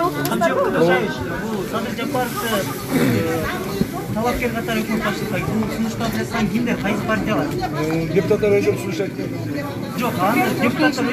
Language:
Kyrgyz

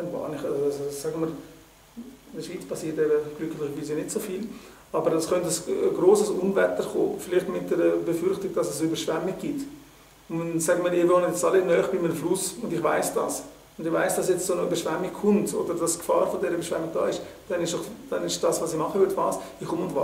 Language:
Swiss German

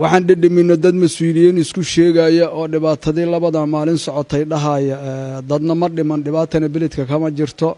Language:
Somali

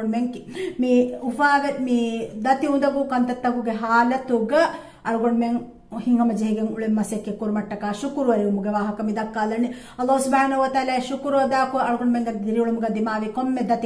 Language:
Divehi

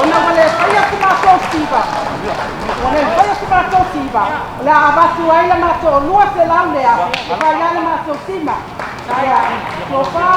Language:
Samoan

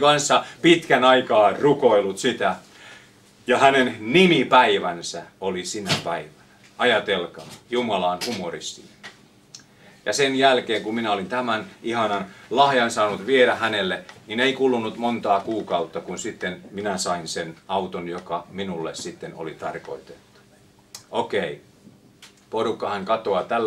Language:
Finnish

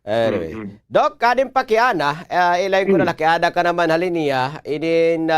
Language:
Waray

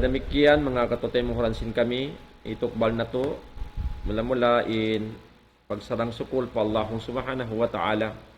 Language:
Tausug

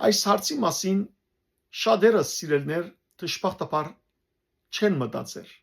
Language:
Western Armenian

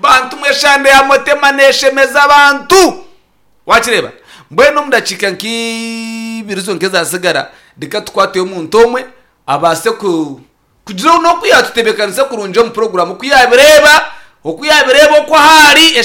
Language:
Nyankole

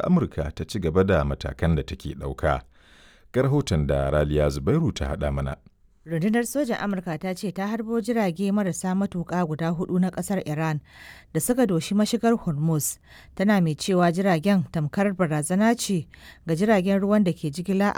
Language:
Hausa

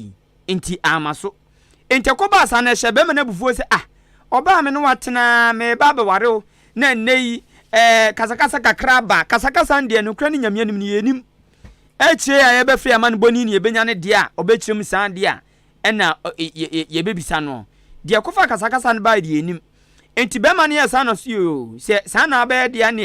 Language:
Akan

